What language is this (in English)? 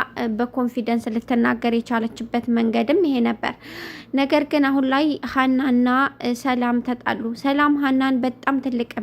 Amharic